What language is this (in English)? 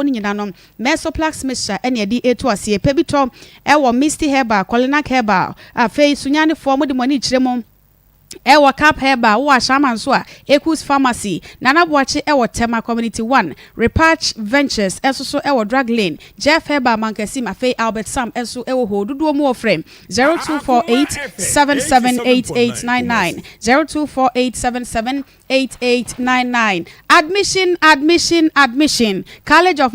Akan